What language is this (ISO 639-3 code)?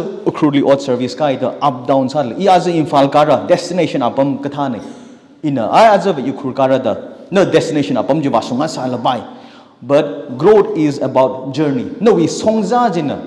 nmf